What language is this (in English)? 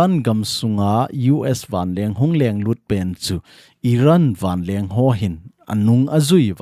Thado Chin